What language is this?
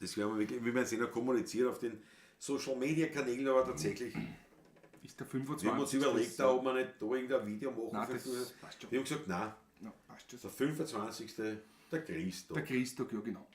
Bavarian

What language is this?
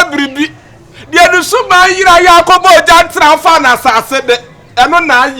Akan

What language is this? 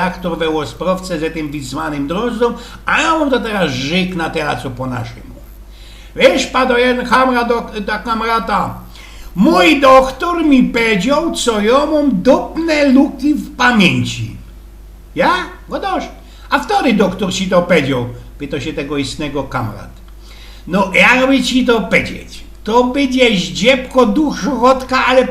Silesian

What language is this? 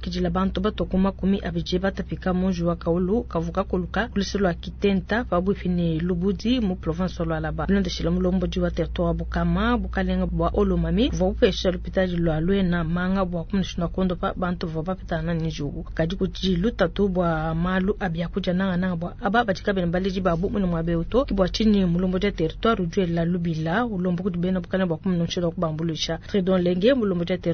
Luba-Lulua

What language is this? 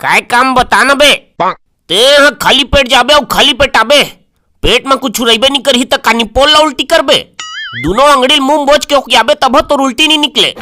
Chhattisgarhi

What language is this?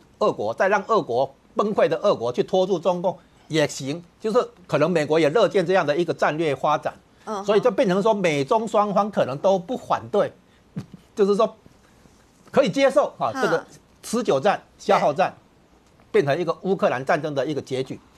Chinese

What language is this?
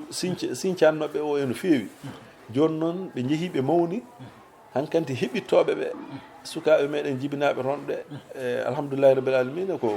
Fula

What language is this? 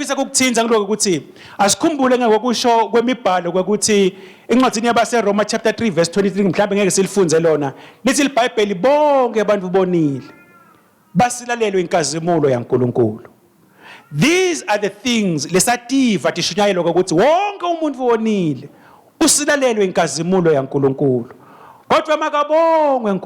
Swati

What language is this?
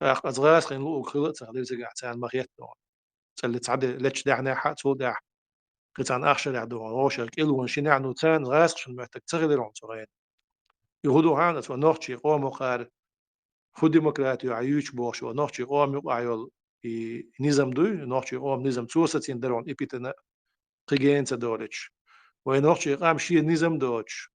Chechen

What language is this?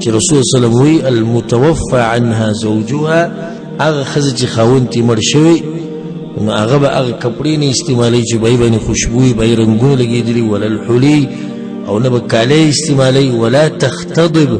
Pashto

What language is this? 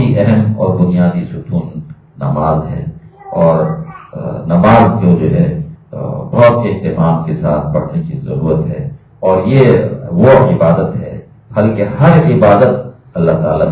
Urdu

